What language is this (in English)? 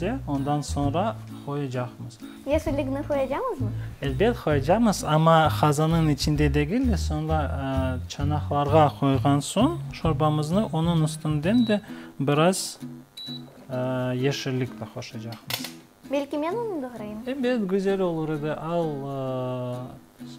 Crimean Tatar